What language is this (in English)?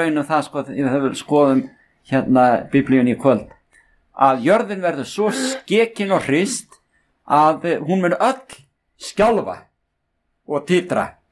Icelandic